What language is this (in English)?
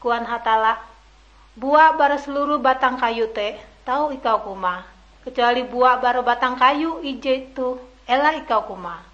Ngaju